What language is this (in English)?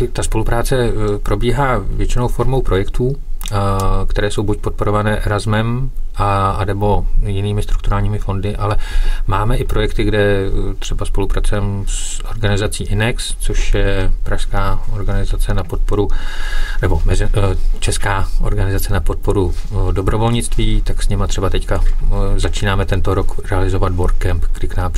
Czech